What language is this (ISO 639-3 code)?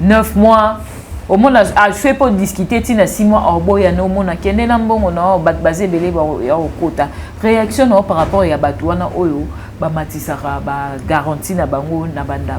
lin